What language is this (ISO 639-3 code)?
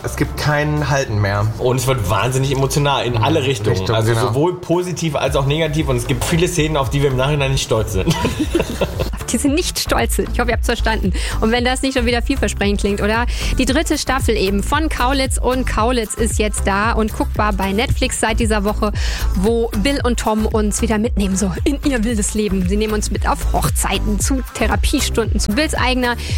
deu